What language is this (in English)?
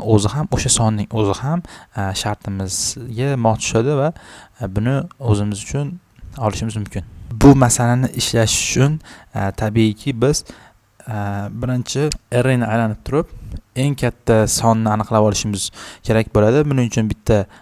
Uzbek